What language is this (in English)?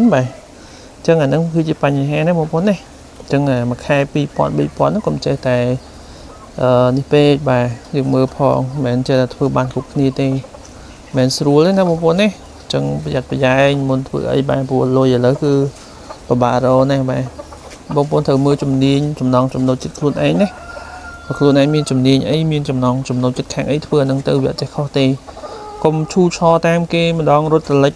Khmer